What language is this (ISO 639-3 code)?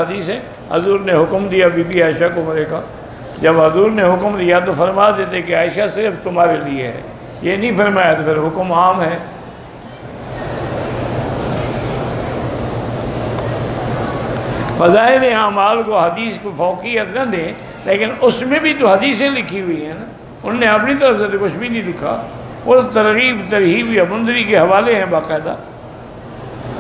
urd